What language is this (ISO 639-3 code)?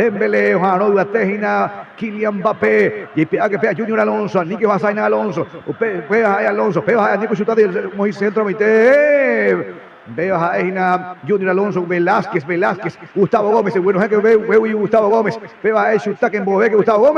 grn